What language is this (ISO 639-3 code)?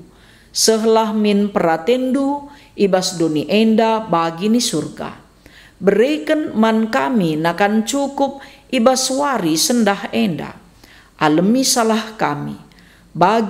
btx